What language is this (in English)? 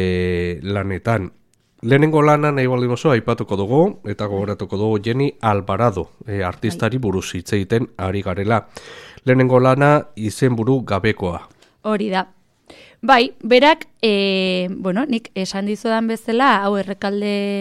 Basque